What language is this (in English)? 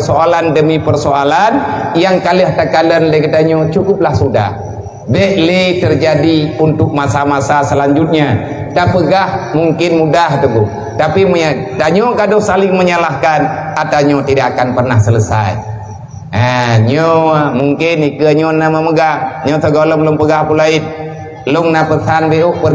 Achinese